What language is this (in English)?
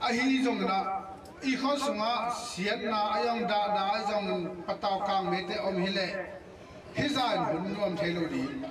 Tedim Chin